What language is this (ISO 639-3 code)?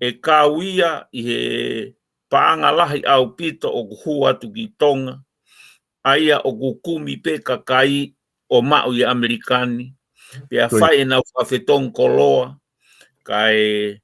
ton